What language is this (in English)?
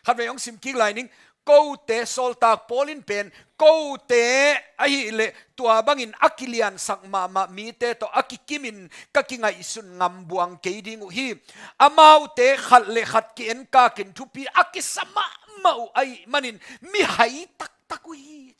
Tedim Chin